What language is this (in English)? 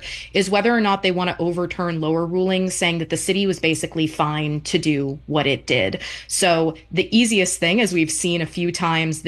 English